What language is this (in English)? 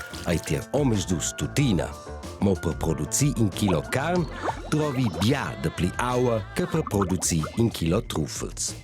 Romansh